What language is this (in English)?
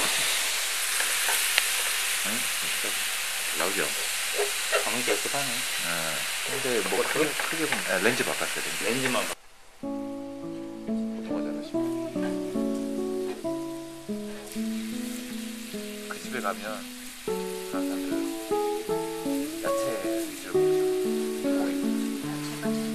Korean